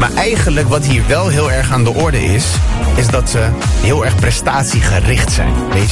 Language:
Dutch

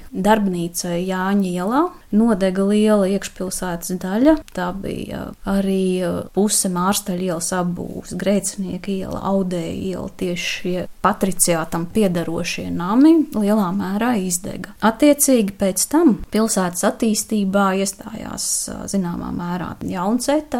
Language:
Latvian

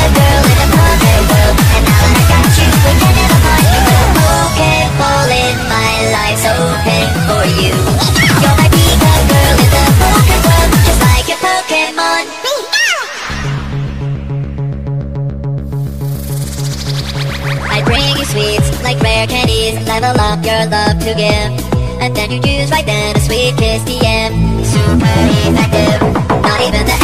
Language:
English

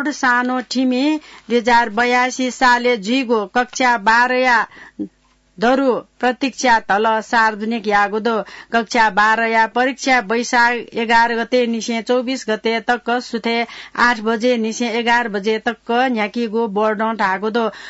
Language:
Newari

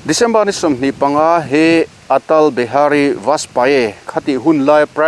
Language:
Mizo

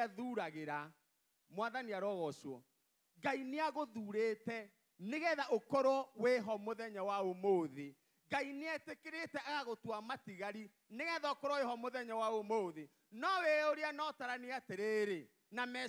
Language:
Kikuyu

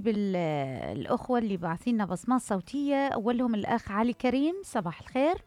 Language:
Mesopotamian Arabic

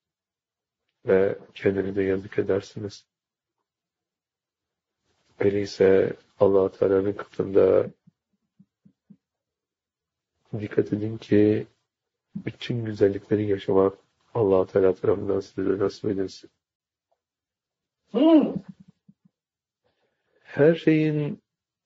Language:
Turkish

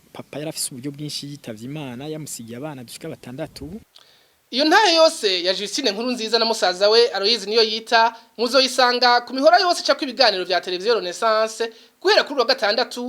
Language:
Rundi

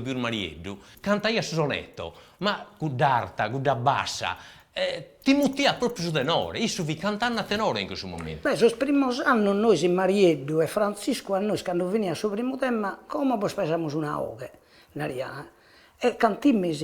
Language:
Sardinian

